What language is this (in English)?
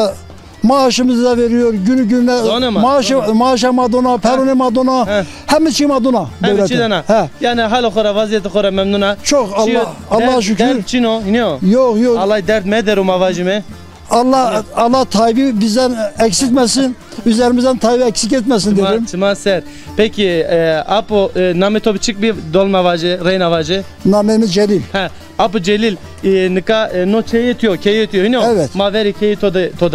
Zaza